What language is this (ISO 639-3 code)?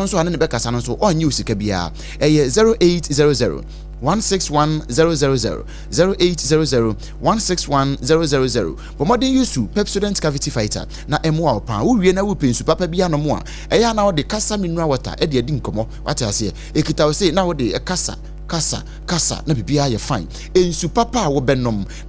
aka